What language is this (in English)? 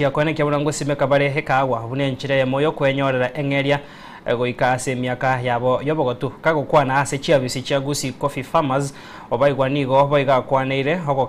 Gusii